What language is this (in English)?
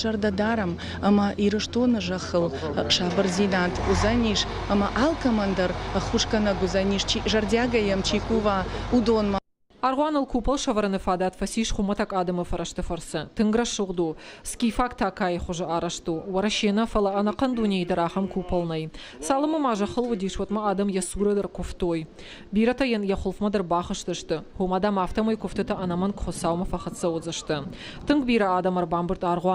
Ossetic